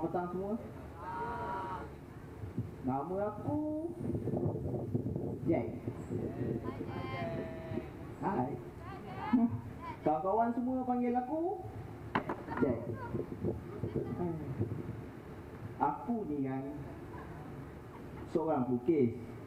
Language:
Malay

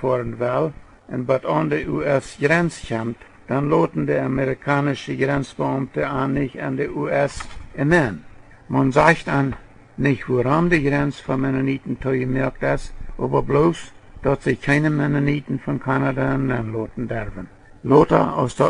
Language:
Plautdietsch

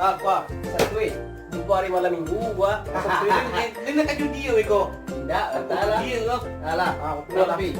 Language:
Minangkabau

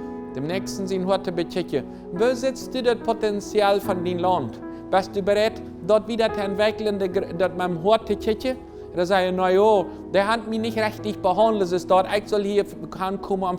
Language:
Plautdietsch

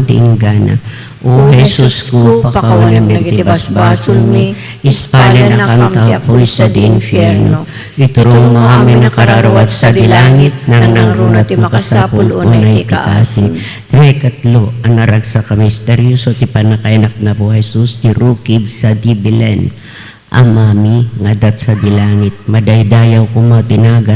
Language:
Iloko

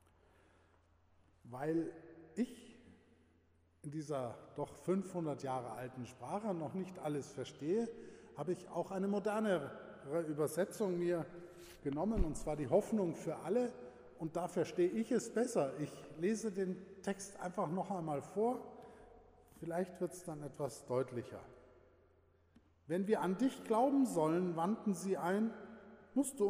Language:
German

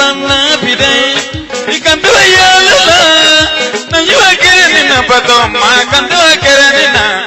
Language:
Bambara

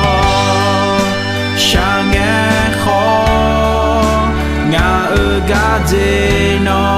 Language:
Akha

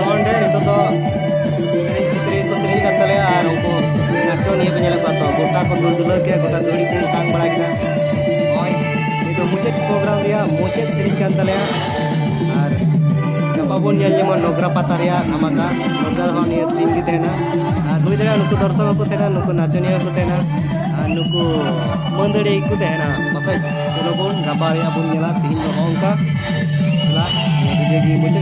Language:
Santali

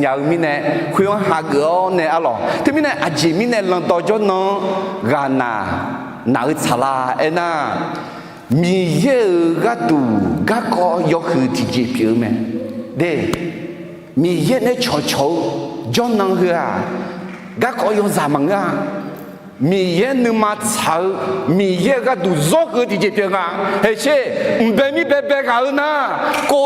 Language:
Akha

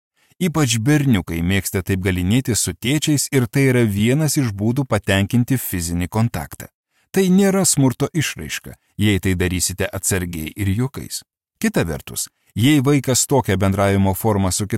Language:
Lithuanian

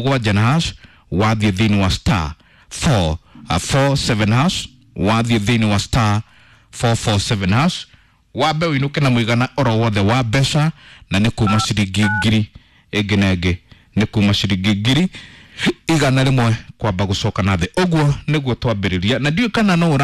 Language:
Kikuyu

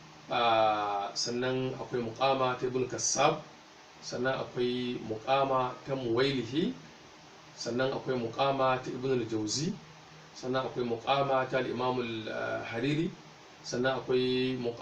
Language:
Hausa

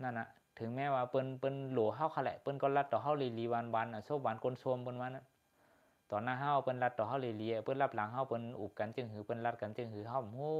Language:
Shan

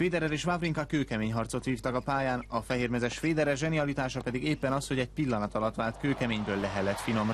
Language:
Hungarian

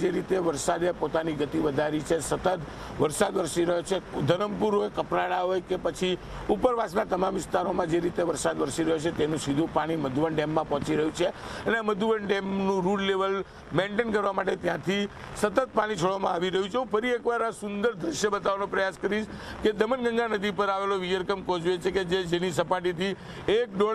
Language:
Gujarati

